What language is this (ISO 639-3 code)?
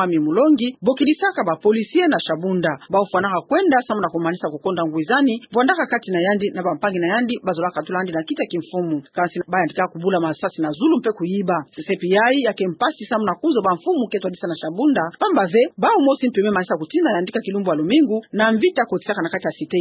ktu